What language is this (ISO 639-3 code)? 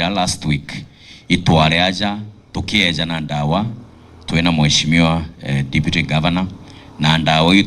mer